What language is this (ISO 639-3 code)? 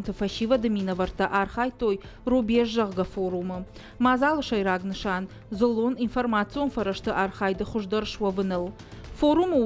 oss